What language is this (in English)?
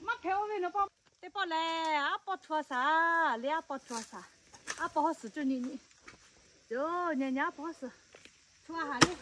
Lahu